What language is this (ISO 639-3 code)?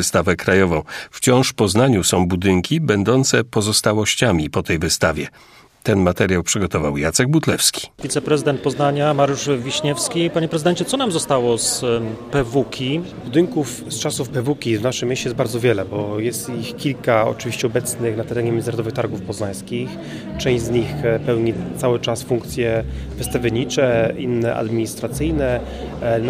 pol